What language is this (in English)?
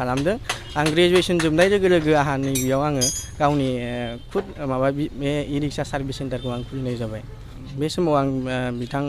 Bodo